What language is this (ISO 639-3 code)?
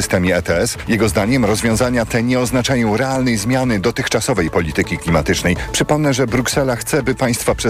pol